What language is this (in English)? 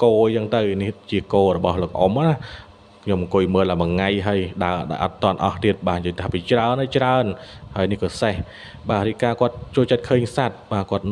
Khmer